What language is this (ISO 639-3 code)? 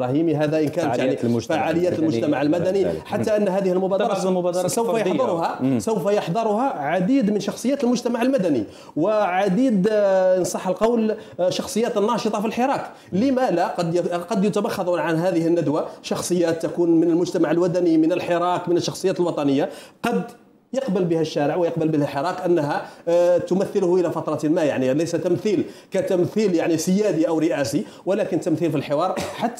ara